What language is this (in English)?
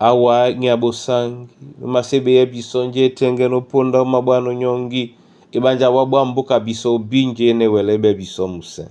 Duala